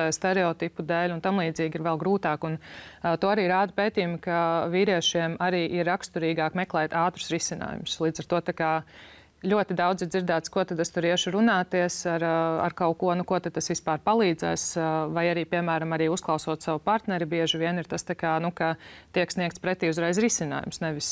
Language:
Latvian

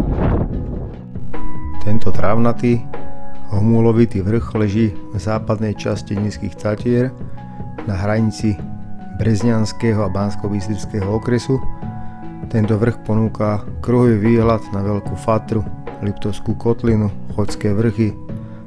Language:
Slovak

